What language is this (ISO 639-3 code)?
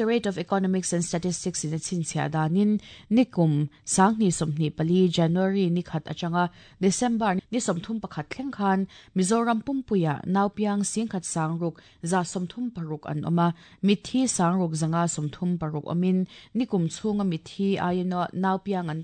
lus